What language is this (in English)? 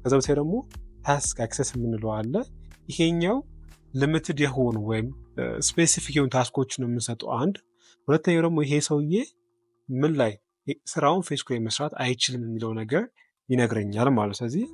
Amharic